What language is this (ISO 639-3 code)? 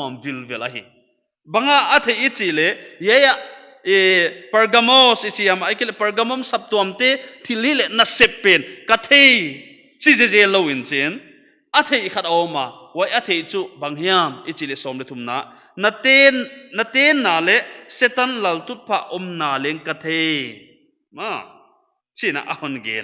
pck